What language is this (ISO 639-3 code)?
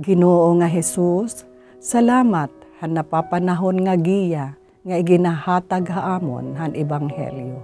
war